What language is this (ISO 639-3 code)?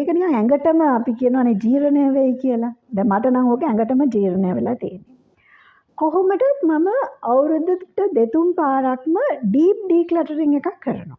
sin